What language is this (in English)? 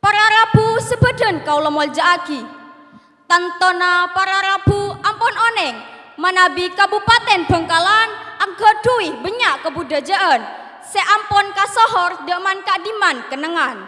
Madurese